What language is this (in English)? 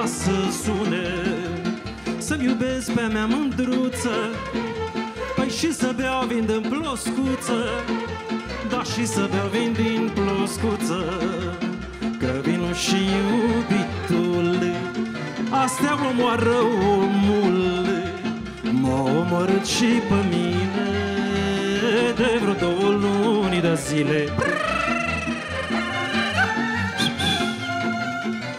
Romanian